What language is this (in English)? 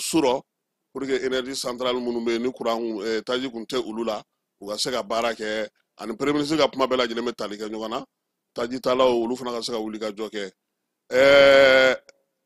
Bambara